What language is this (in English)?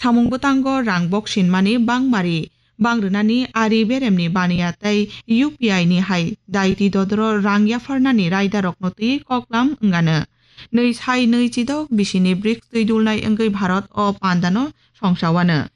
Kok Borok